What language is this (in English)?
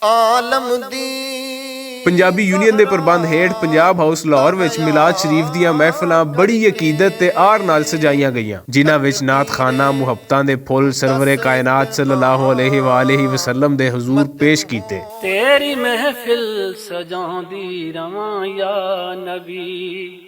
Western Panjabi